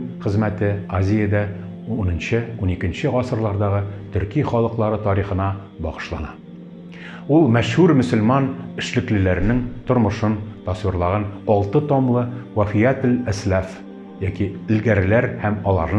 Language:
Tatar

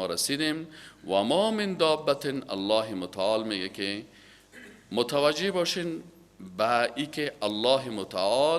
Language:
Persian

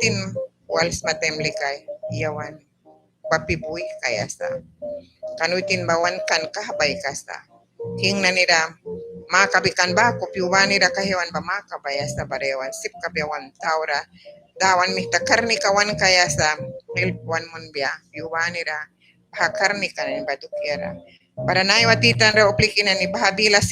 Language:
Mískito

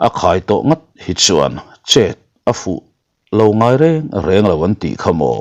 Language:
Mizo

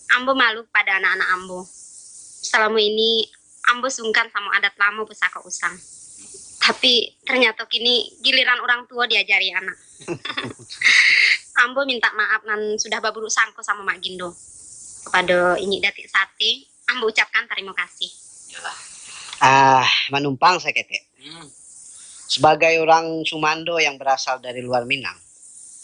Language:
Minangkabau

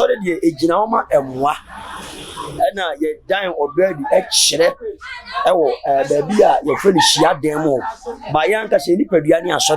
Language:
Akan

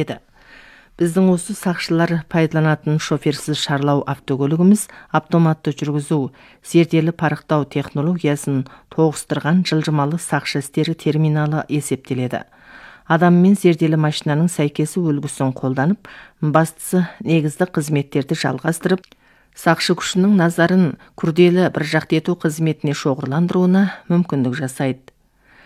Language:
Kazakh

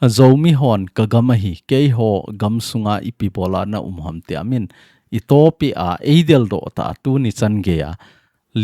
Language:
Thado Chin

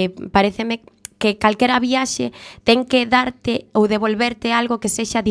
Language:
Galician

